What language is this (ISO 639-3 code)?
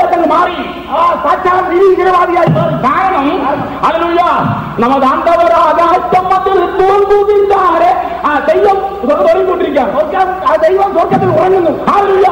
mal